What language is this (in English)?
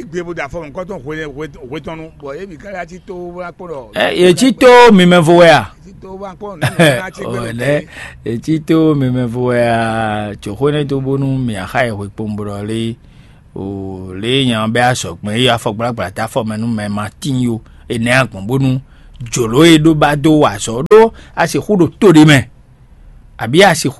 Fon